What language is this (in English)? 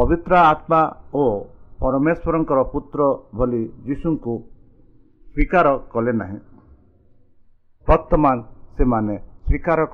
Odia